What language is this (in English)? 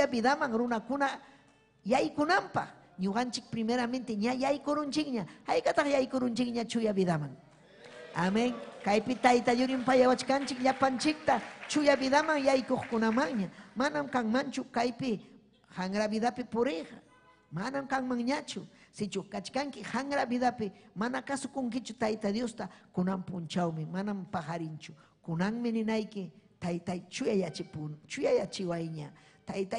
Ayacucho Quechua